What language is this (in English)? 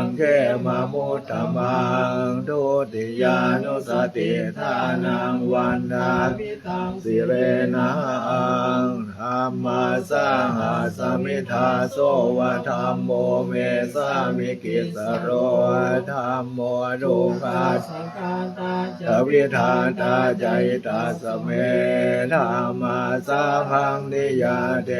Pali